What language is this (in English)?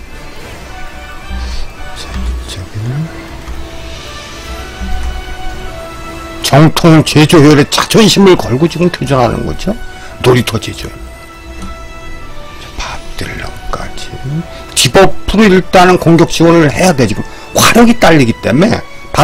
Korean